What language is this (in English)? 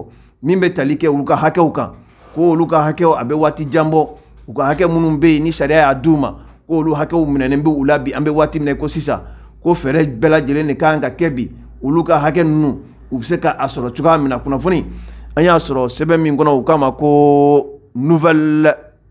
Bambara